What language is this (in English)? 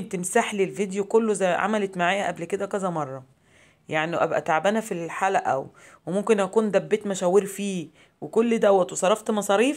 Egyptian Arabic